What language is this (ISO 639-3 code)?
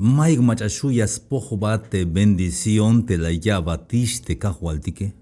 tzh